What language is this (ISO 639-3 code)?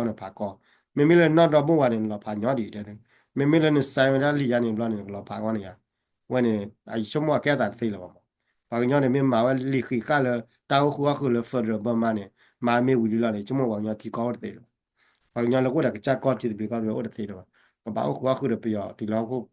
ksw